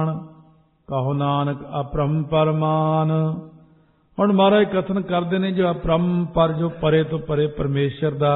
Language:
Punjabi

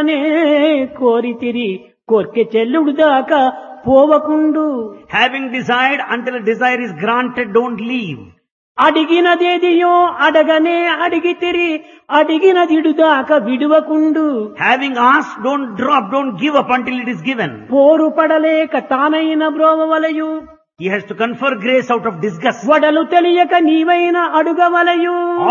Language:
Telugu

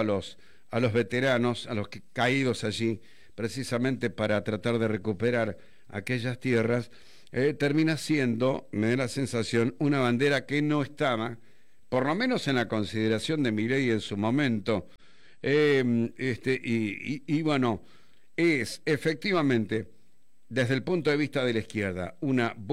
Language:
Spanish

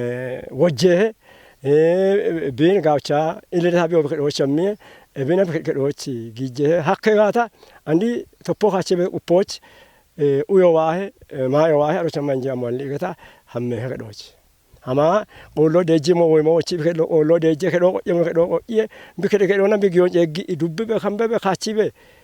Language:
Kafa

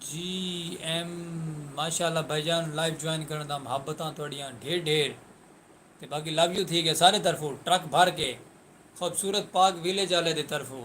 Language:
Saraiki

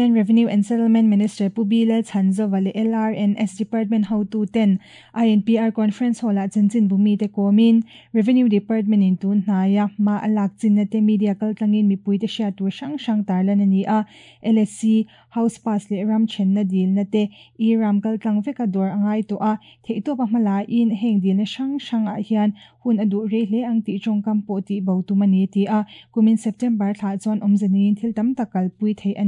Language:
Mizo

